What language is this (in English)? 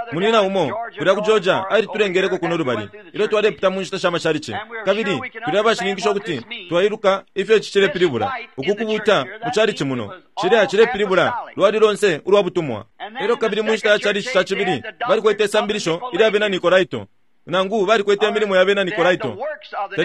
Bemba